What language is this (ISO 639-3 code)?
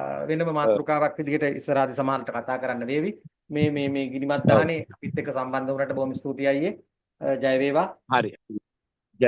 sin